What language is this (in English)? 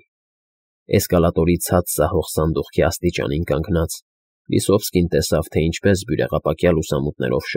Armenian